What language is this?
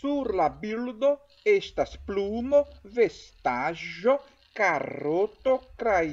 Esperanto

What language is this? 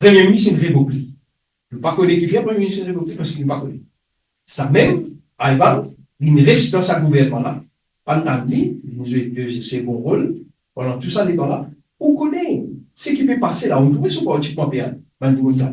Morisyen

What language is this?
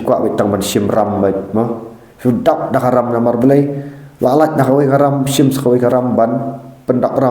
Khasi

